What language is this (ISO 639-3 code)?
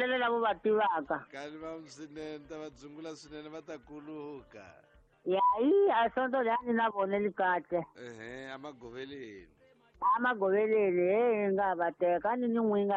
tso